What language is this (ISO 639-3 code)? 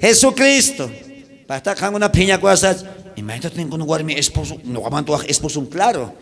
quh